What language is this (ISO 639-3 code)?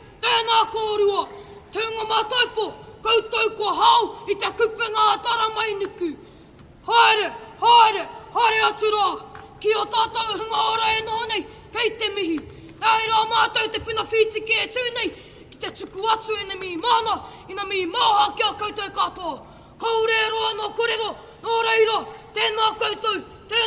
mri